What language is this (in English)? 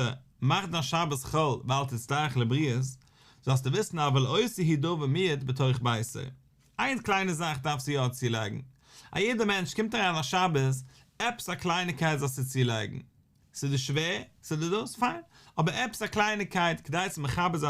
Yiddish